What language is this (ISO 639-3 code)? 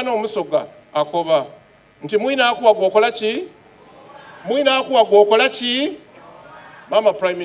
xog